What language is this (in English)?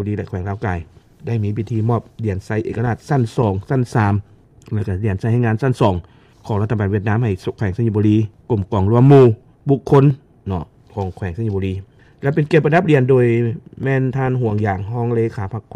Lao